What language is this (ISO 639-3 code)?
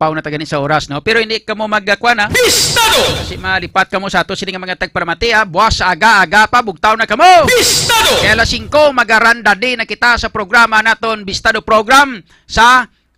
hil